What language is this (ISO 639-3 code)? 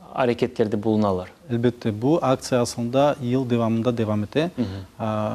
crh